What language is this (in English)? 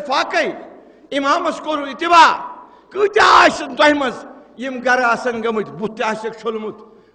Kashmiri